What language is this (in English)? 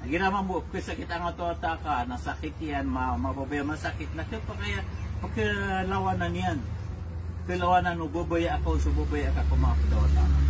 Maranao